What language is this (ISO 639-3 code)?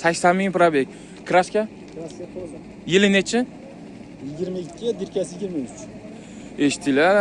uzb